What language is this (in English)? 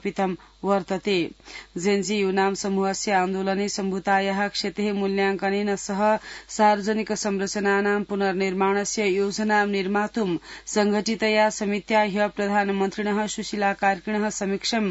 Sanskrit